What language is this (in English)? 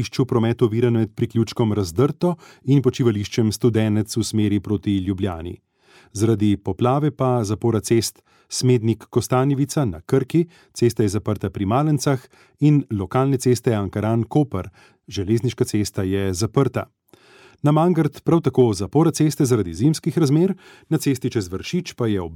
Slovenian